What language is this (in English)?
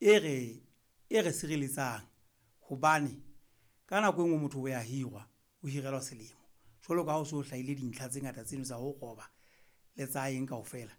Southern Sotho